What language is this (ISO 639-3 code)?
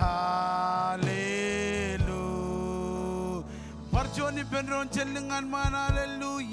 mah